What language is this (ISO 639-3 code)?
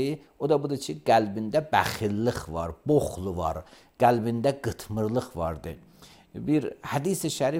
aze